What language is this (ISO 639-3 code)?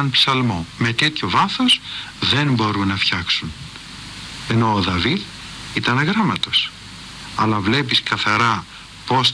ell